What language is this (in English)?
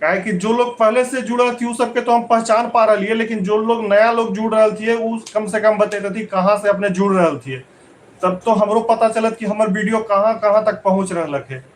Magahi